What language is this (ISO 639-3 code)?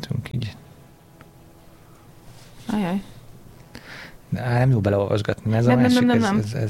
hun